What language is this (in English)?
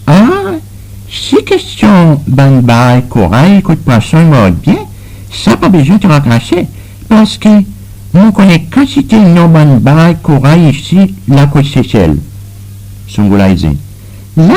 Seselwa Creole French